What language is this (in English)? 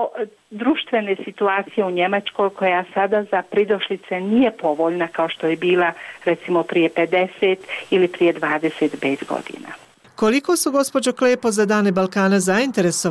Bosnian